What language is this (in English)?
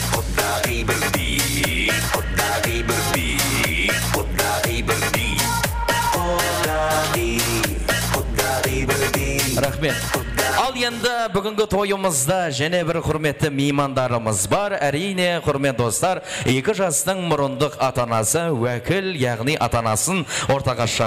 Kara-Kalpak